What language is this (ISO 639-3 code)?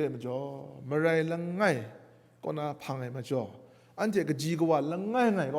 kac